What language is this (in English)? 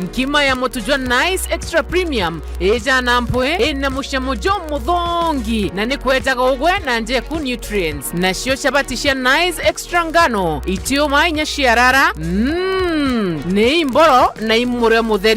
Meru